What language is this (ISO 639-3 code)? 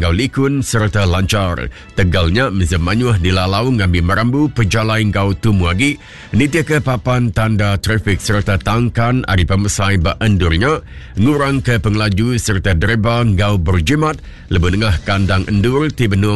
iba